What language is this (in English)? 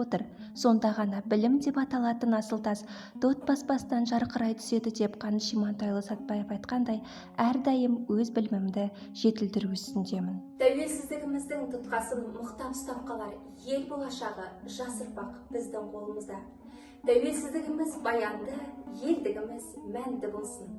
Kazakh